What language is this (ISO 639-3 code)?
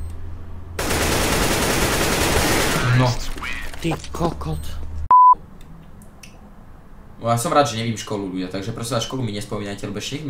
slk